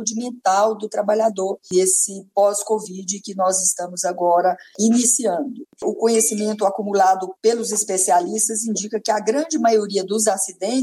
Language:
Portuguese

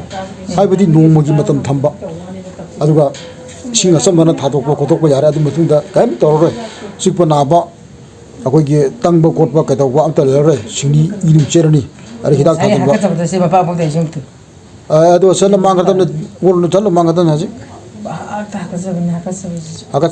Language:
Manipuri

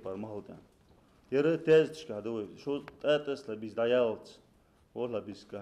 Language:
Ingush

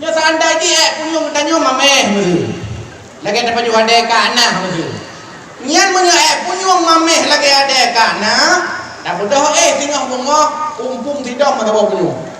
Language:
Achinese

